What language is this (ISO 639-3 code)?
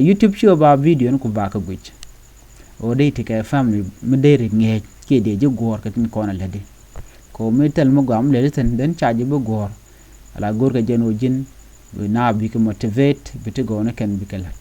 nus